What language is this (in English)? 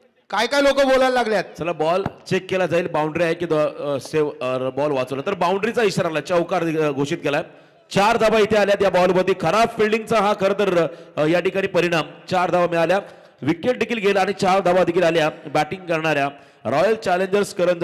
Marathi